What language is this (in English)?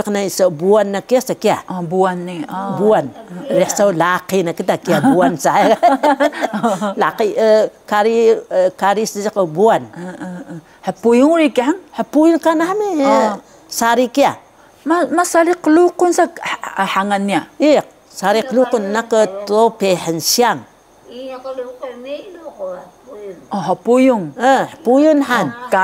Taroko